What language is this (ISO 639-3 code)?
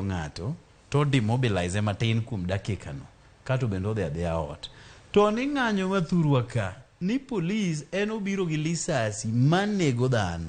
luo